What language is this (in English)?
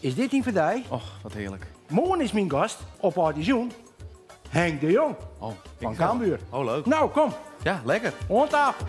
Western Frisian